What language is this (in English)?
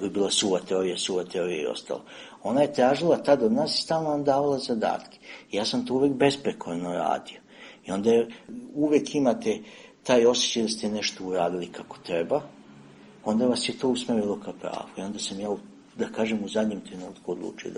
Serbian